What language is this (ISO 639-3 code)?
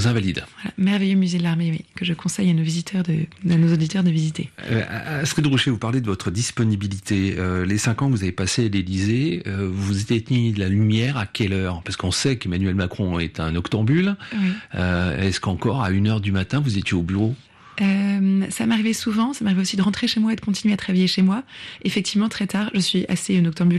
fra